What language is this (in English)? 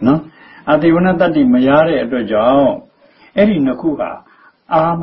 Burmese